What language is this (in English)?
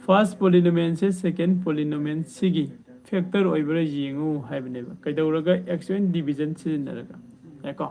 Manipuri